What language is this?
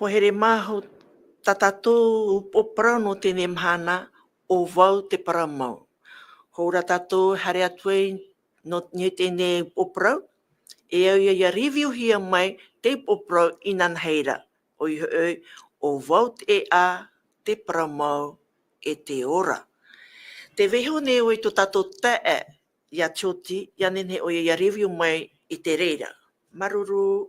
Tahitian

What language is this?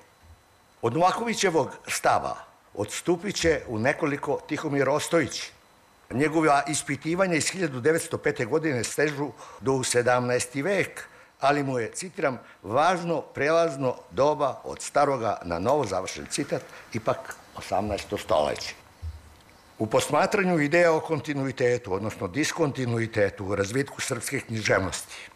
Serbian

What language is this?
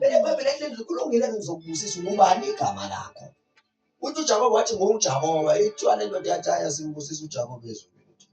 Zulu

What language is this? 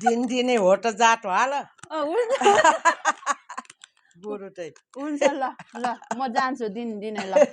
Nepali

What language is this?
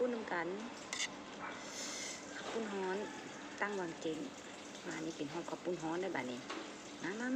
Lao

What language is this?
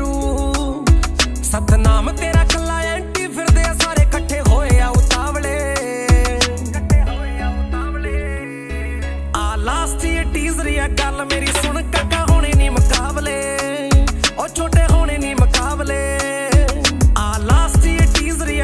Punjabi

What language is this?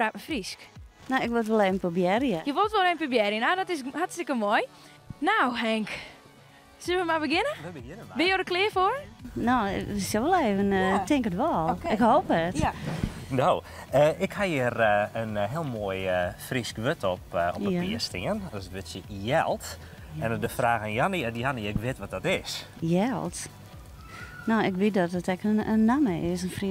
Western Frisian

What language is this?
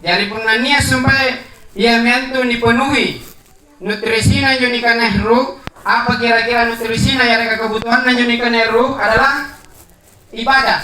Makasar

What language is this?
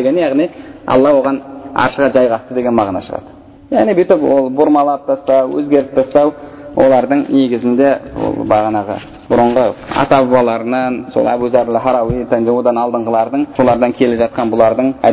Kazakh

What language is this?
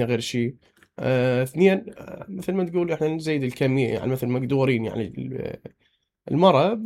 Mesopotamian Arabic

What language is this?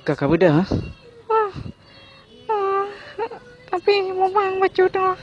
Achinese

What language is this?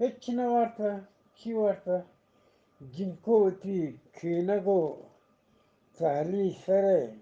Eastern Balochi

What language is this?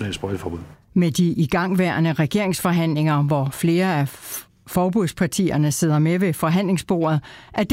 Danish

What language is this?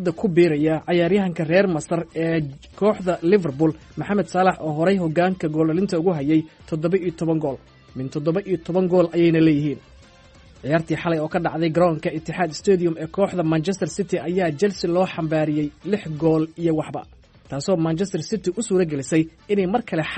Somali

